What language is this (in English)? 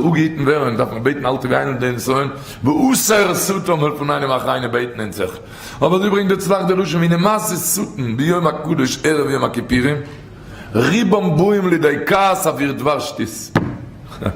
Yiddish